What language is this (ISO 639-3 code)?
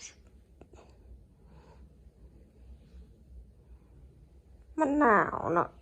lao